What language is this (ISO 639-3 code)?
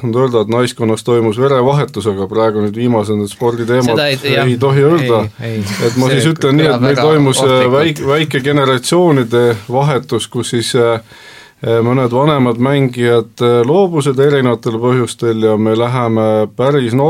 est